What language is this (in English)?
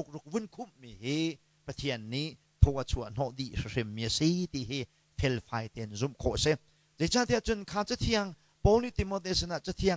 Hakha Chin